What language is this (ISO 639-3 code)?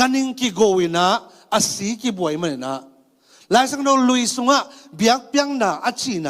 ctd